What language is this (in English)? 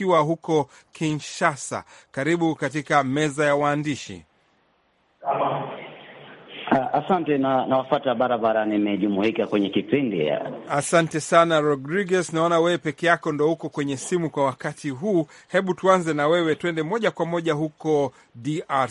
Swahili